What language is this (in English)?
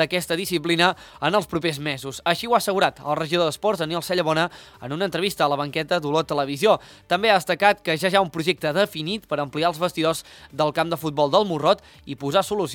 Catalan